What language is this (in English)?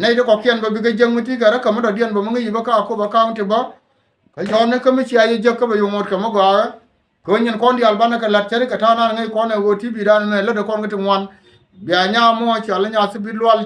Nuer